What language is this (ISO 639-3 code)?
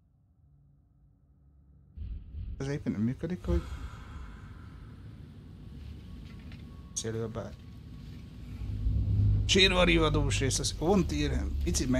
hun